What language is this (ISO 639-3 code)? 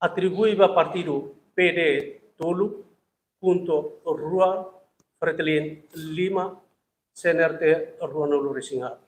tet